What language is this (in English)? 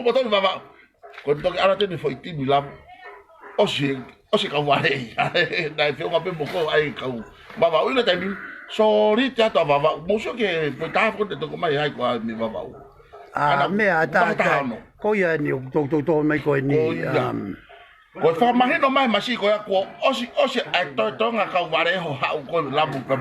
Tongan